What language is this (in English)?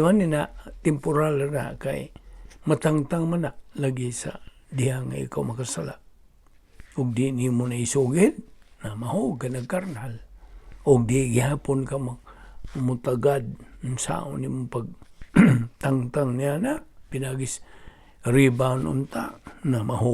Cebuano